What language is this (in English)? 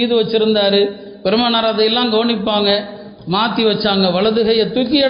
Tamil